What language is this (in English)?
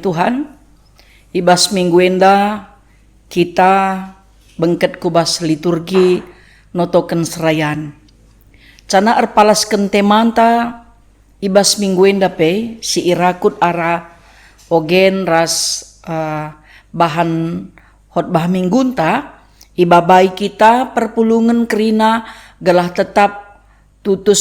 Batak Karo